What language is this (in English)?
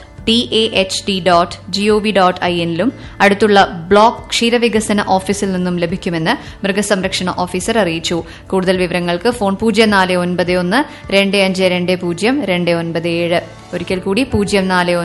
Malayalam